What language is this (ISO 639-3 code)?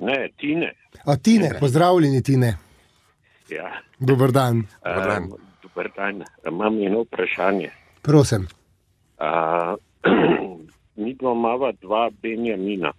slv